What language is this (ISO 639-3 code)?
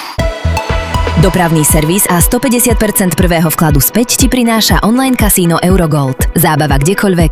slk